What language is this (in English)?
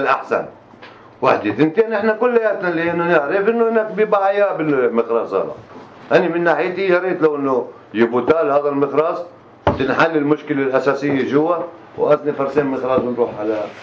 North Levantine Arabic